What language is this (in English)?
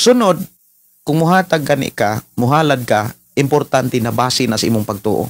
Cebuano